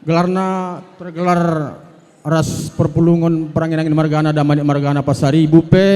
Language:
Batak Karo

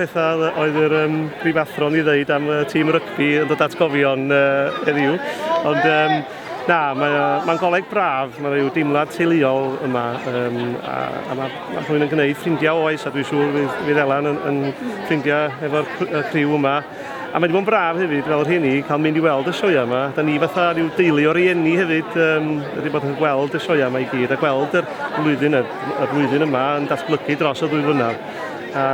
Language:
Welsh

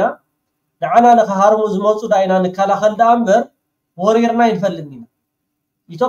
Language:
Tigrinya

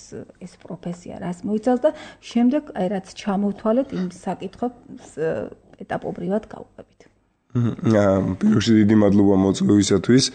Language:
Georgian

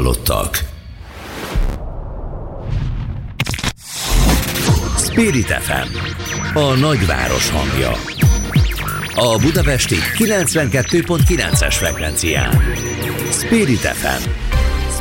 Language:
Hungarian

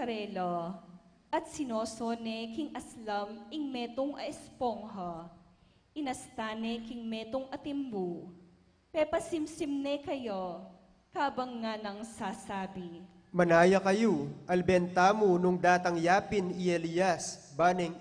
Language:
Pampanga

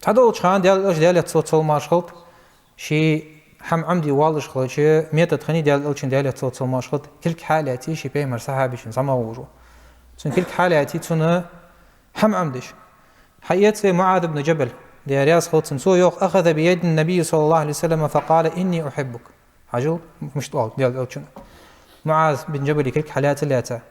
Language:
Ingush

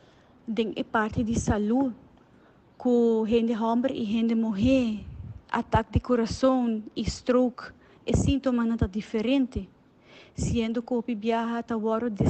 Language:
Papiamento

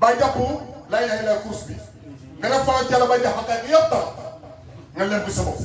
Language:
Wolof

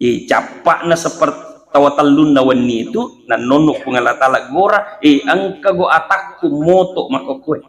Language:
Buginese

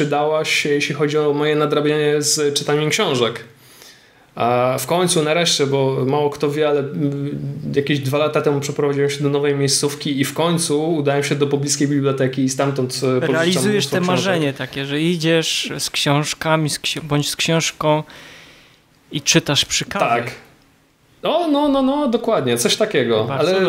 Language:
Polish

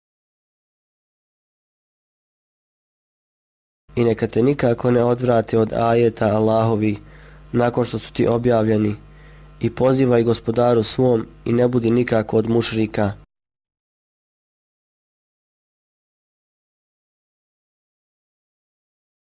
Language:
Bosnian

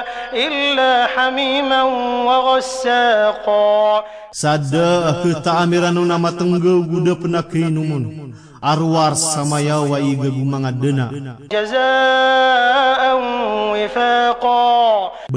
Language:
Maranao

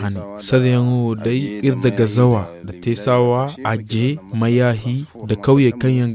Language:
Zarma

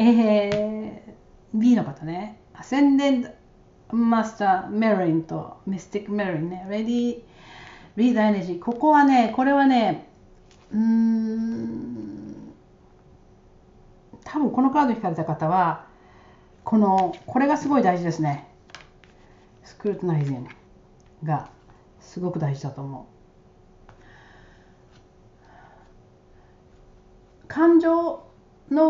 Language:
Japanese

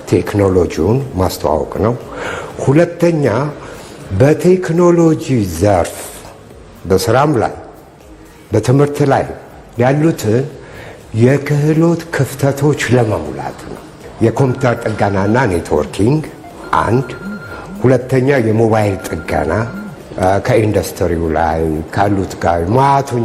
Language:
Amharic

